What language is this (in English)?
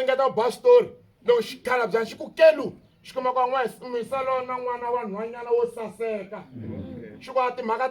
Tsonga